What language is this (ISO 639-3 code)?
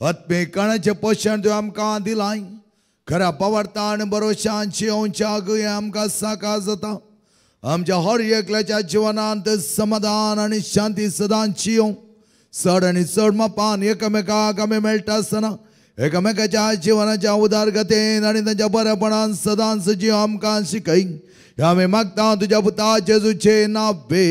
kok